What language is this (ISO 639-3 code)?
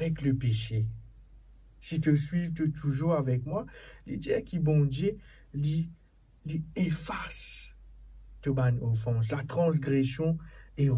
mfe